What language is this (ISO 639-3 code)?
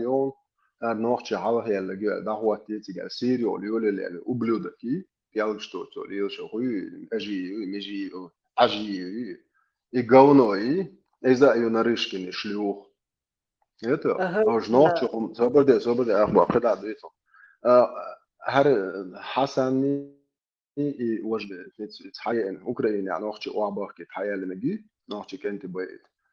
che